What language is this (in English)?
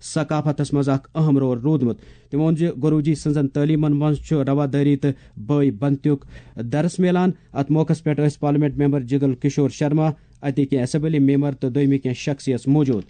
Kashmiri